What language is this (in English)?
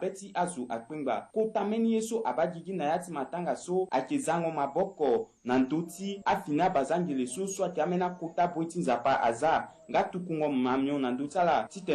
Sango